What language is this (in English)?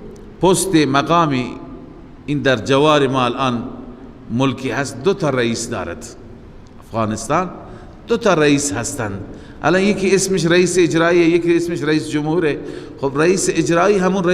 Persian